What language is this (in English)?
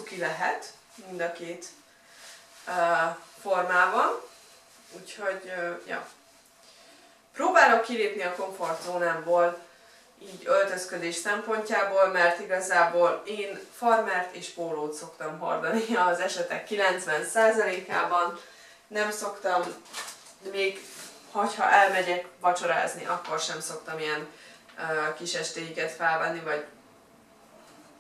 Hungarian